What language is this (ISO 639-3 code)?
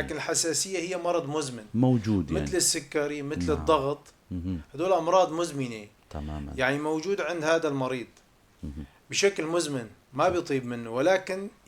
apc